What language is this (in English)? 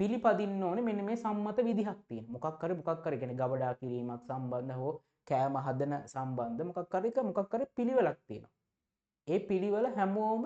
Sinhala